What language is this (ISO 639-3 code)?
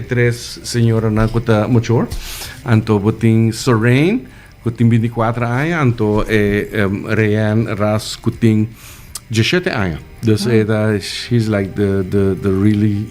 pap